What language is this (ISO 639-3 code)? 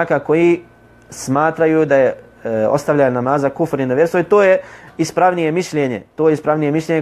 bos